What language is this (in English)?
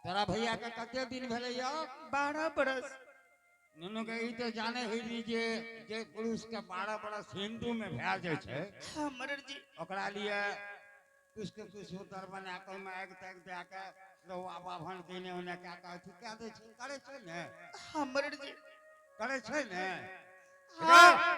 Angika